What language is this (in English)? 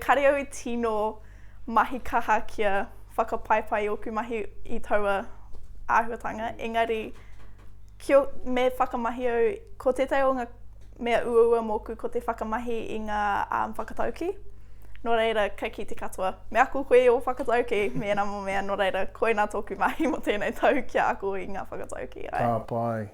Māori